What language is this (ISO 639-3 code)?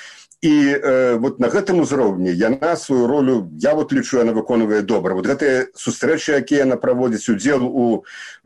bel